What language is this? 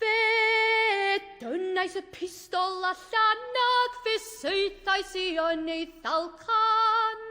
Welsh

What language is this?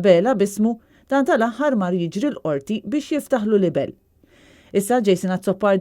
Maltese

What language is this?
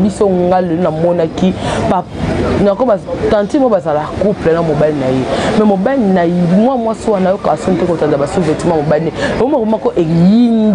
Lingala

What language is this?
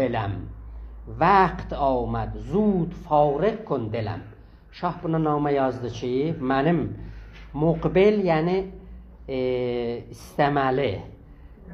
South Azerbaijani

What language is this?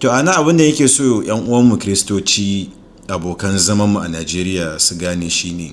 Hausa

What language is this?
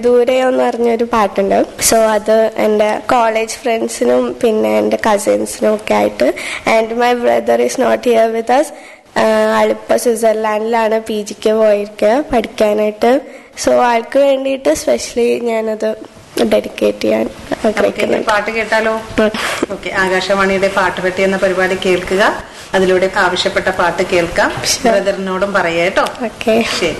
Malayalam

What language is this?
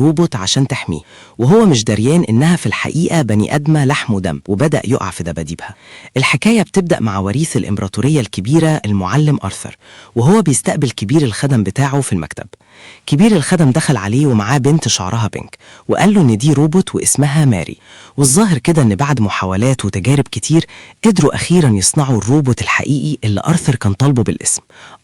Egyptian Arabic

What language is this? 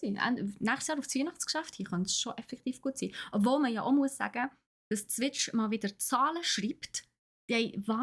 Swiss German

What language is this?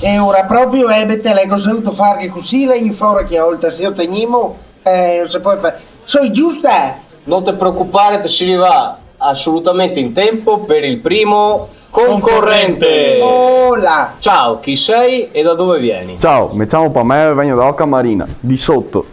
Venetian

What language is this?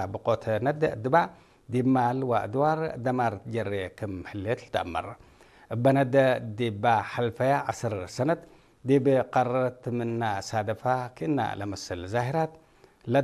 Tigre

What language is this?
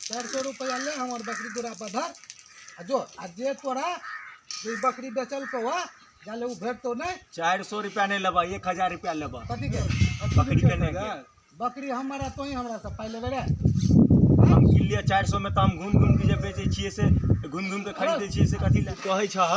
Maithili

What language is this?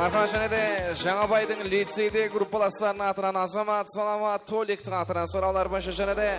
Kara-Kalpak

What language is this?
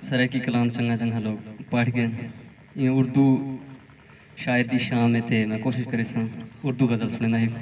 Saraiki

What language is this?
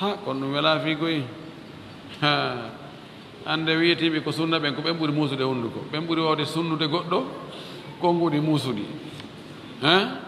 Fula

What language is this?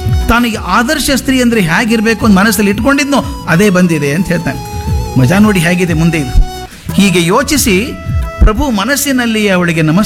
Kannada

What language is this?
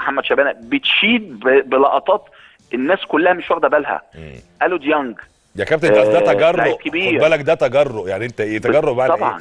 Egyptian Arabic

